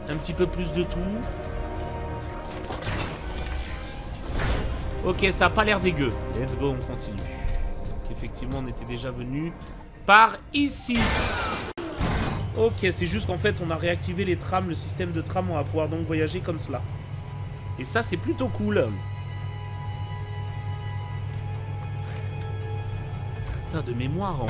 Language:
French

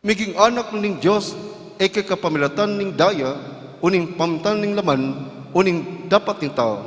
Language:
Pampanga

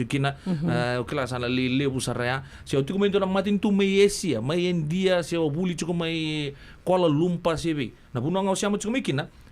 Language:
Fijian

